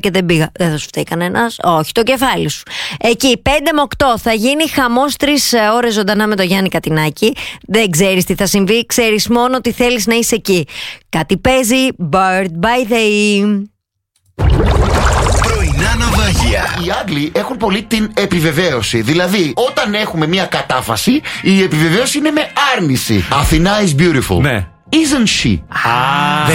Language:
Greek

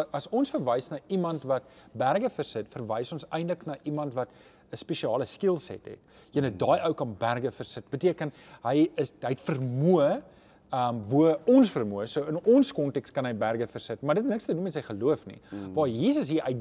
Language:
Afrikaans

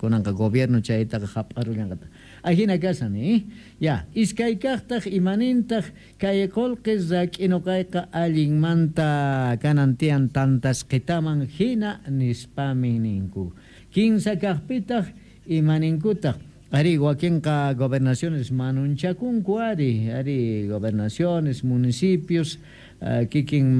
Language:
South Bolivian Quechua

